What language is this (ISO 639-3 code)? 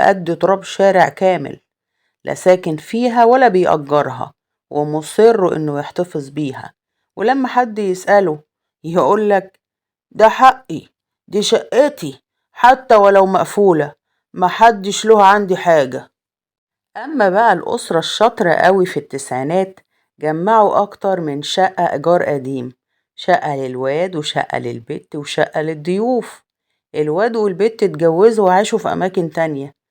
arz